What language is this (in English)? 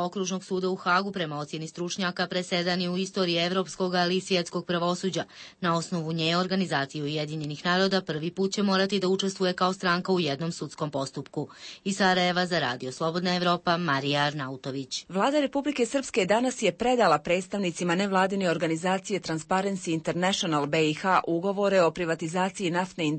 Bosnian